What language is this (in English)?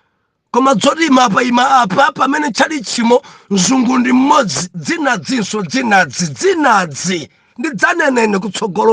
Nyanja